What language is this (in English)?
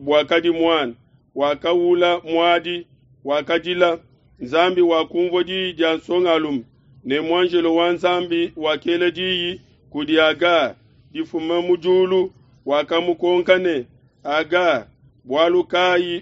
Luba-Lulua